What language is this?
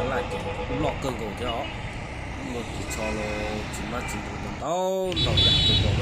Hmong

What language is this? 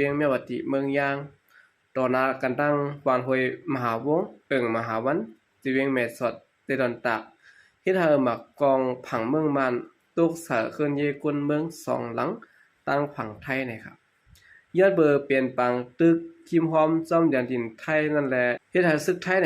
Shan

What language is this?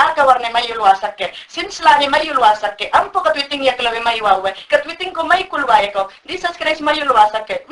Mayangna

